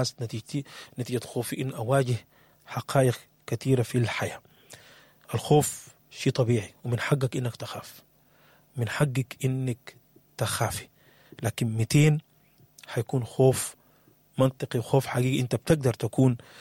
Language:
Sudanese Arabic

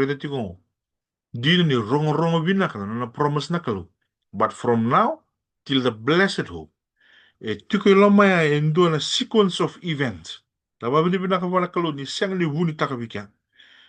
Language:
Fijian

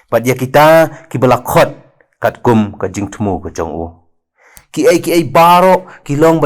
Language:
Khasi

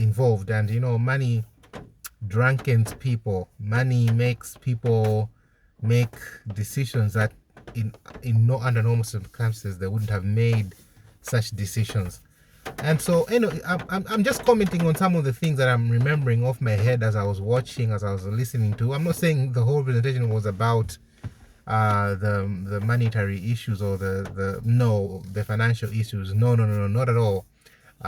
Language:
English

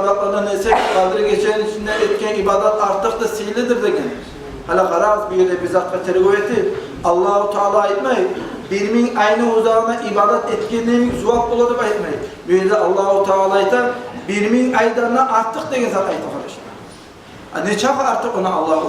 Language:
Kumyk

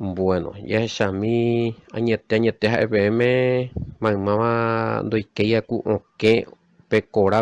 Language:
Guarani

